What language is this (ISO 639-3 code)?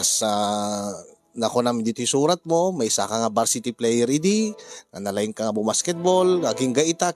ilo